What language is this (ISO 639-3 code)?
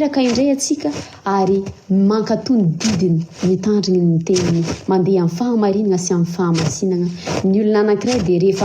mlg